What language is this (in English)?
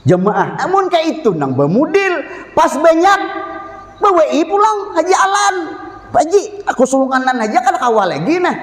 Banjar